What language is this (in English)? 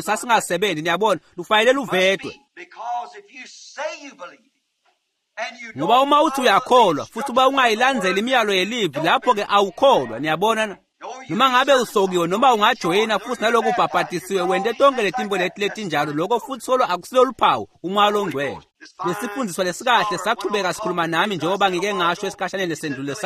Swati